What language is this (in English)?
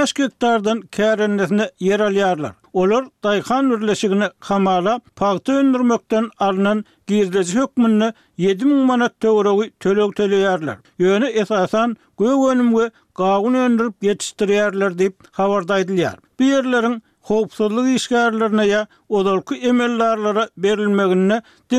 Turkmen